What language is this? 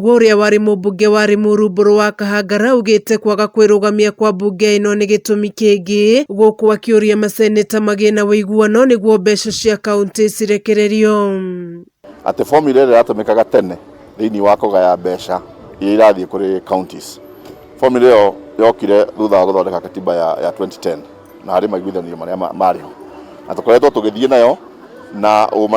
Kikuyu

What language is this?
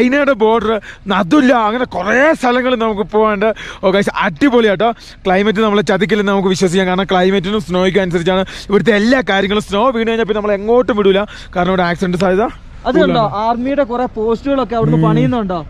Malayalam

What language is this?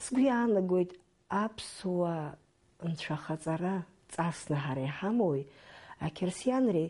Abkhazian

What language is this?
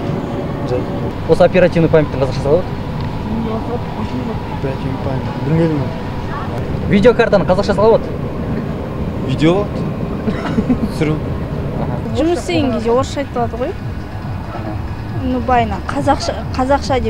Kazakh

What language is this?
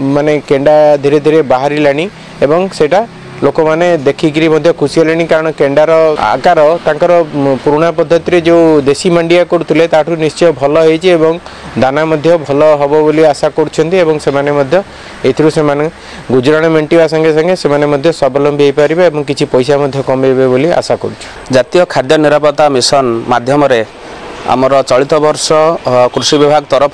Odia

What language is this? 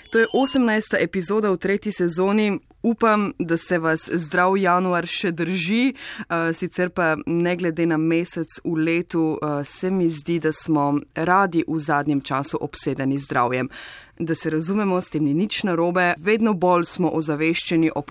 Slovenian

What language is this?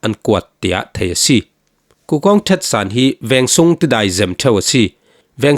Falam Chin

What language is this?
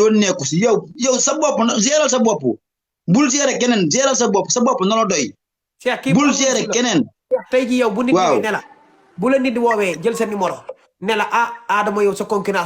Wolof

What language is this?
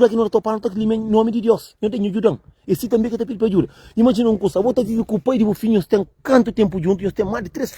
Kabuverdianu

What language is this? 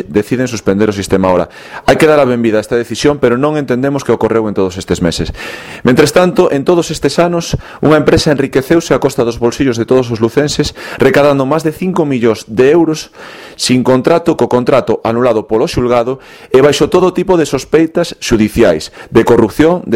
Galician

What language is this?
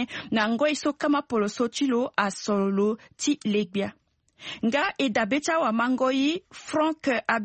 Sango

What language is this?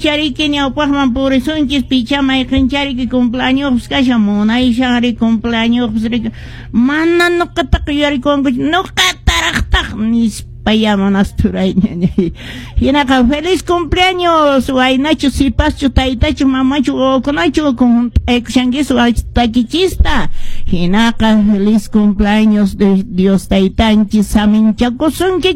Quechua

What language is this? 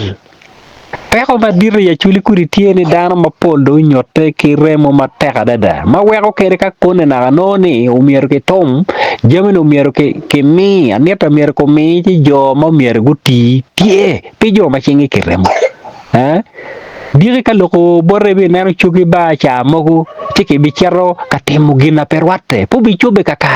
Acoli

